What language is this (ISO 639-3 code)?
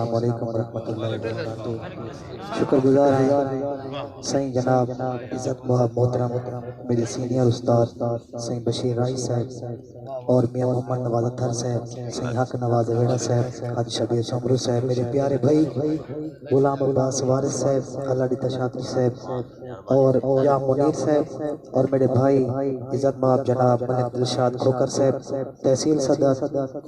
skr